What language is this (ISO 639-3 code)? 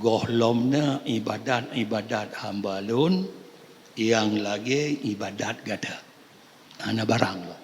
ace